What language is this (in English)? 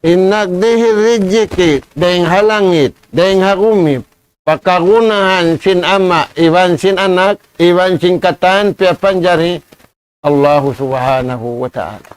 Tausug